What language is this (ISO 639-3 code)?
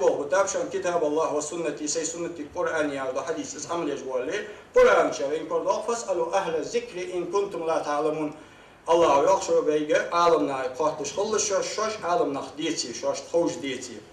inh